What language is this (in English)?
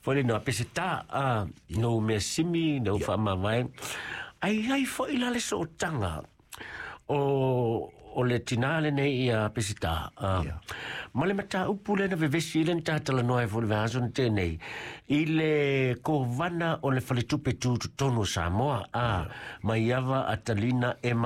Samoan